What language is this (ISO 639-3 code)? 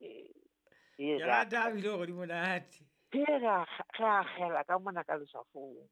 sot